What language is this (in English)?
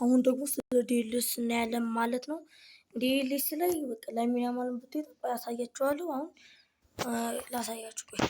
Amharic